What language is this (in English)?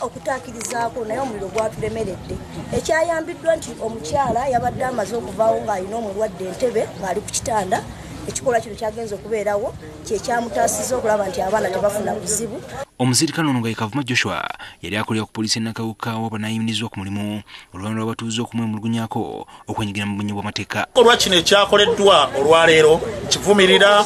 Ganda